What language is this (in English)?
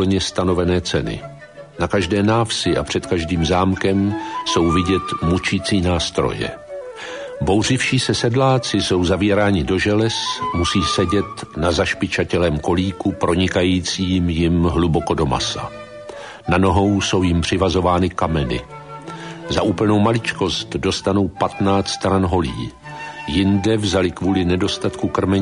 Czech